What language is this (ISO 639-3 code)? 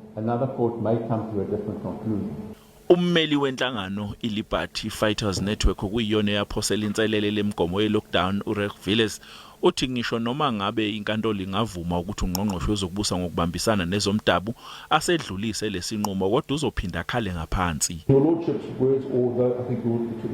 zul